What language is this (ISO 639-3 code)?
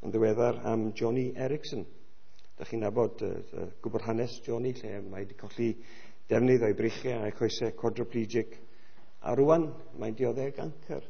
cym